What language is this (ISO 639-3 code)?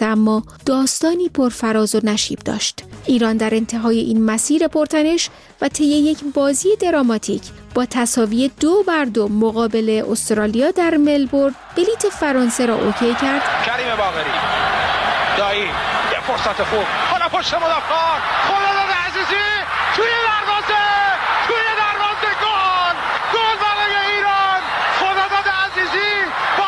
fas